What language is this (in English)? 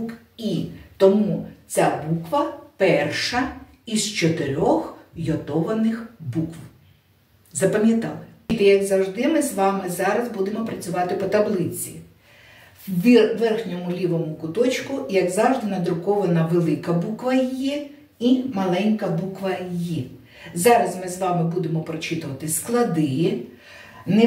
Ukrainian